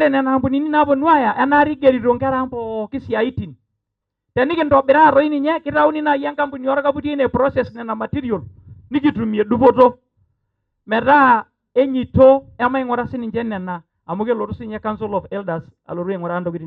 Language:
Masai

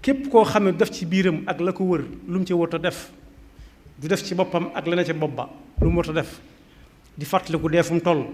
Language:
Wolof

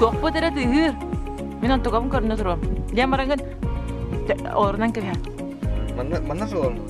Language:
Yakut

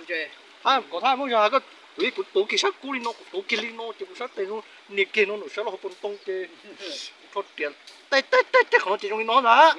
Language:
Hmong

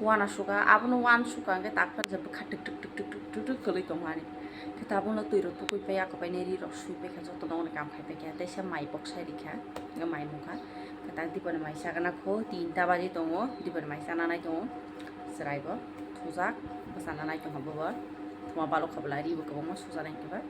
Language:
Kok Borok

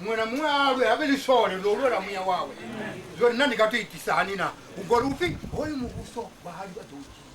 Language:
Venda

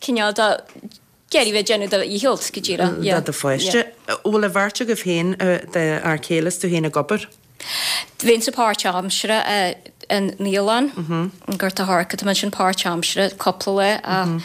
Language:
Irish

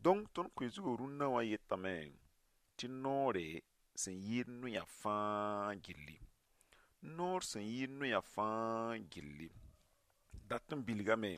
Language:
Mossi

